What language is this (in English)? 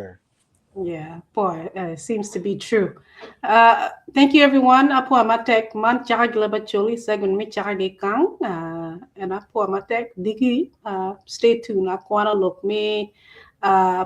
Acoli